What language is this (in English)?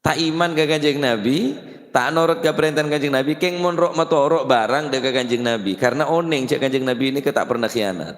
Madurese